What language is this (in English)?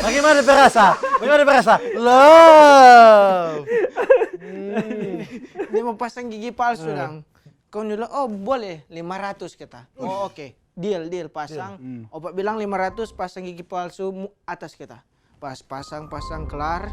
Manado Malay